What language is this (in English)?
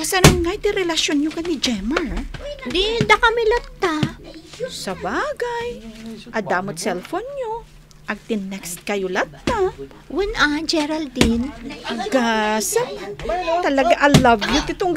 Iloko